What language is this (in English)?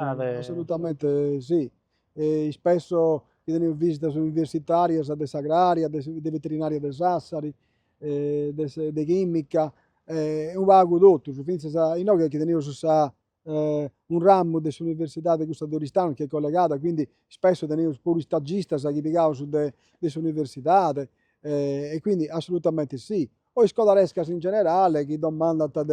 Sardinian